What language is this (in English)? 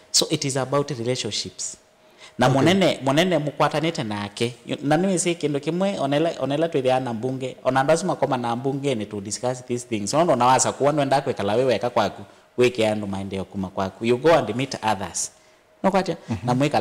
Kamba